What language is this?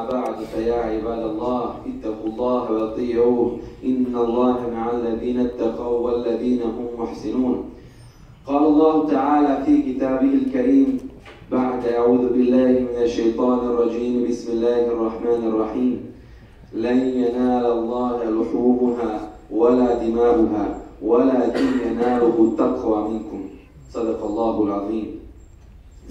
Bosnian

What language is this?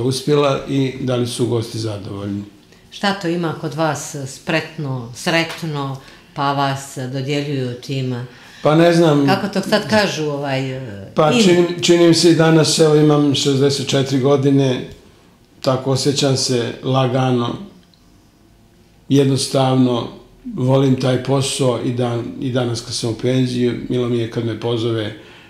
Serbian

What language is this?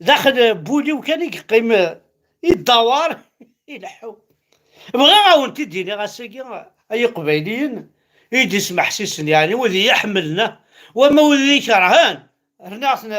Kabyle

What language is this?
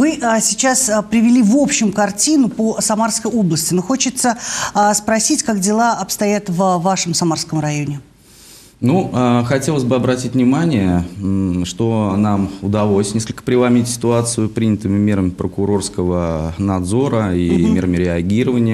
Russian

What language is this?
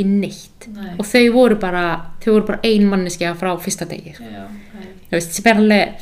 Icelandic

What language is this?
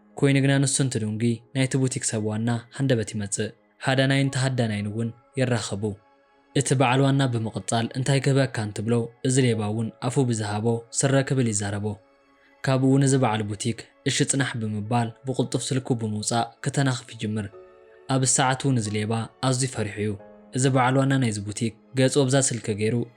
Tigrinya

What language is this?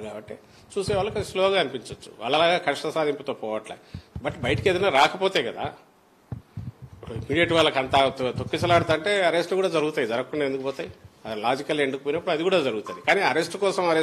Telugu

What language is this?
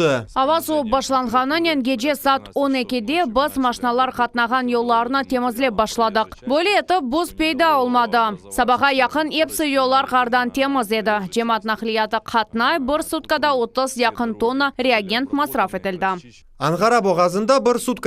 Crimean Tatar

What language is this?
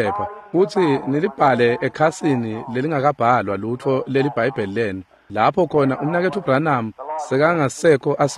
Swati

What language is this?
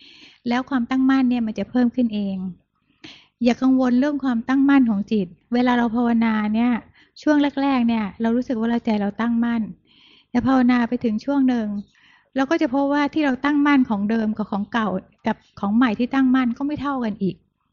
Thai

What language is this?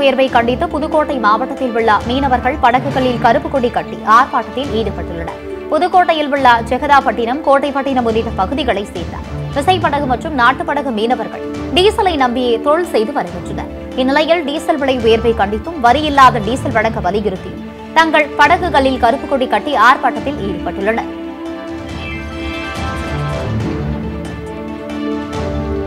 Tamil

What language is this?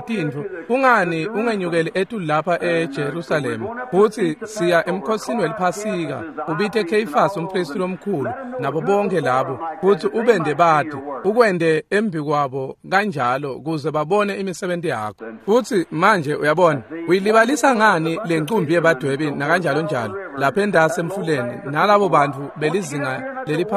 Swati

